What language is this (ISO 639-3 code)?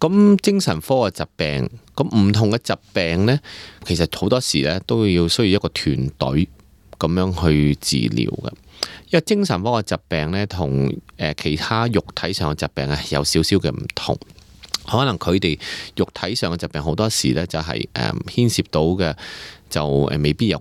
yue